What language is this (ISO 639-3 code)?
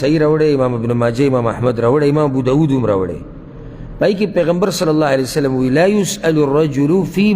pus